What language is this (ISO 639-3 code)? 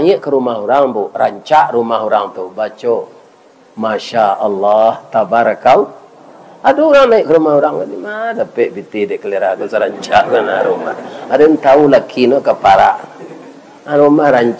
min